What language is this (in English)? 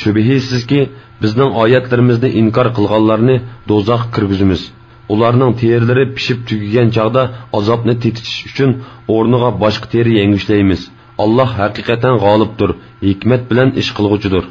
Uyghur